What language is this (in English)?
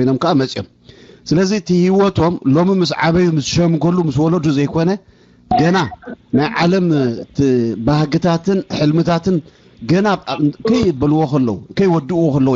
Tigrinya